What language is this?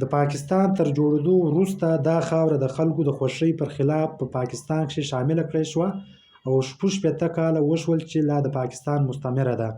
Pashto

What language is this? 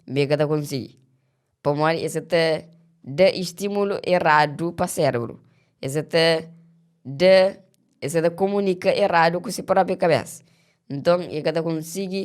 Kabuverdianu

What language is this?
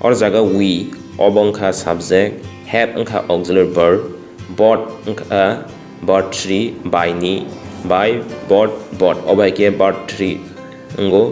Kok Borok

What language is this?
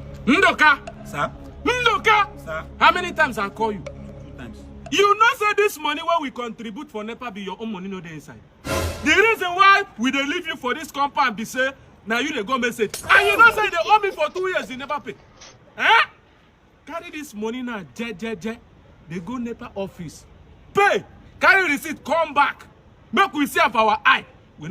Nigerian Pidgin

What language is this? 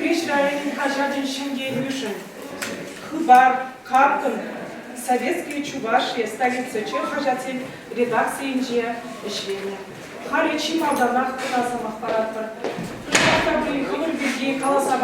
Chuvash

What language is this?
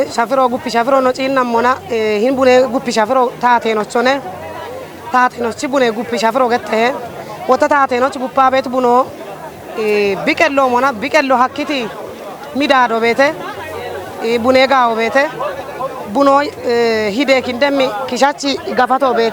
Kafa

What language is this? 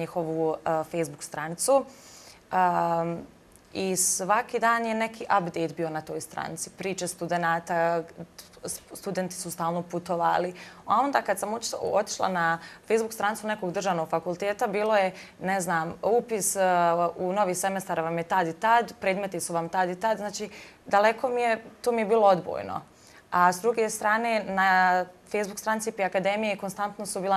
Serbian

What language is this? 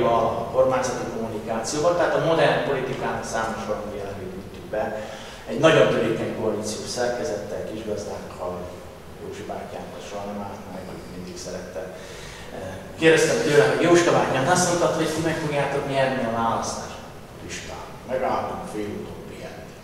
Hungarian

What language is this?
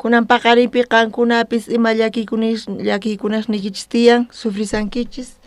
South Bolivian Quechua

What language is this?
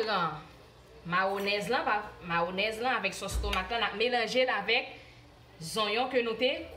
Haitian Creole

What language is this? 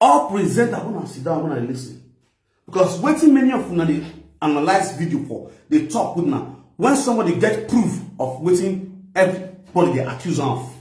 Nigerian Pidgin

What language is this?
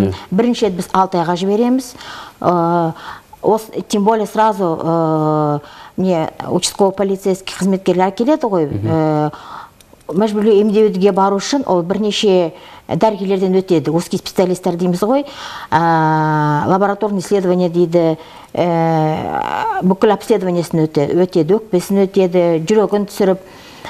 Kazakh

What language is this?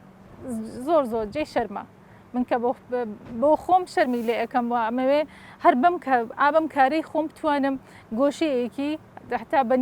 Central Kurdish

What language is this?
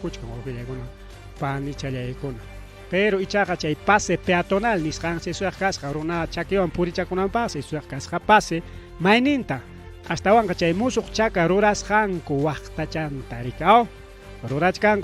Ayacucho Quechua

